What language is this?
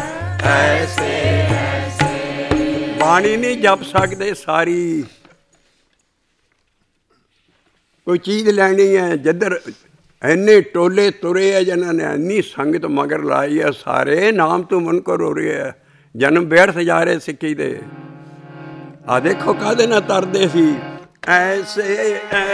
Punjabi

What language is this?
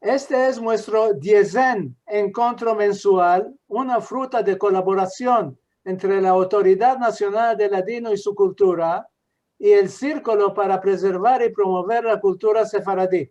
Ladino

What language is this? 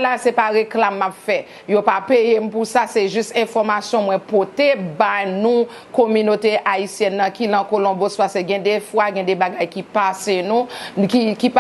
Haitian Creole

